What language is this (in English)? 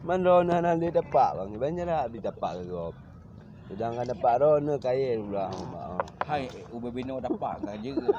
Achinese